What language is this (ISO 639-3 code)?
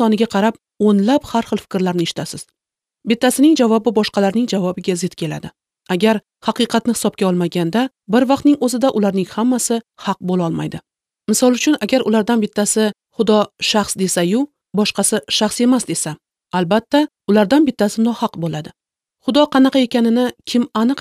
uzb